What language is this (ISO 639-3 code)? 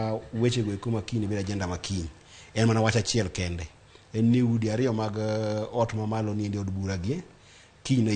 luo